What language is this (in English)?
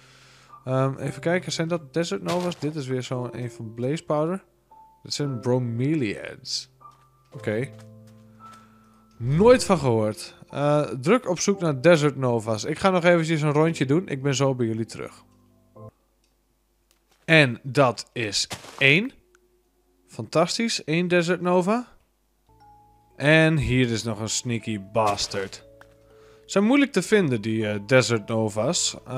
Dutch